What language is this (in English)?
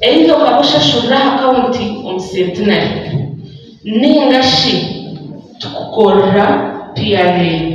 Nyankole